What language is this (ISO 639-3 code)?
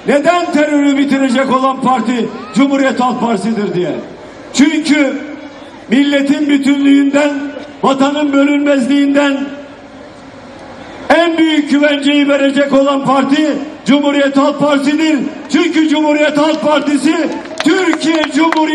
tur